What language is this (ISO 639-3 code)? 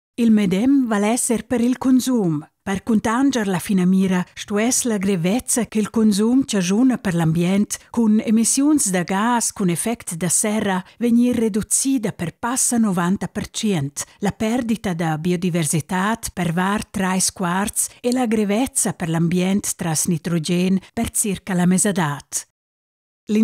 roh